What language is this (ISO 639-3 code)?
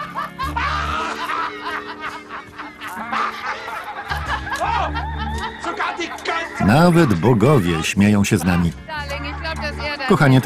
pol